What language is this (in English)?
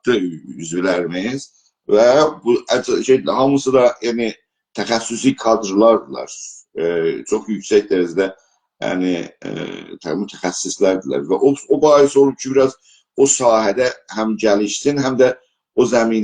South Azerbaijani